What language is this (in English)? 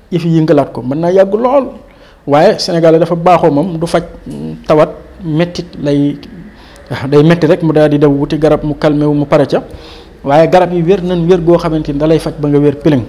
Wolof